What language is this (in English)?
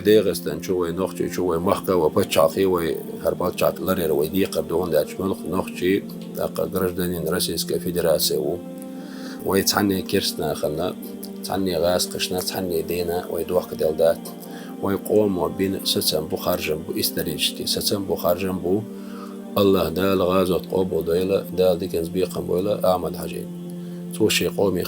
Chechen